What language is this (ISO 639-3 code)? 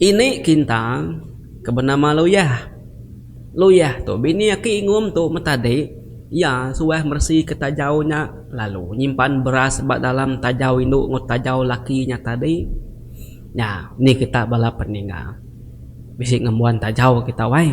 iba